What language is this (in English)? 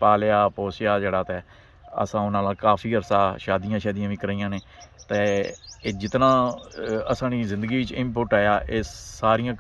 Pahari-Potwari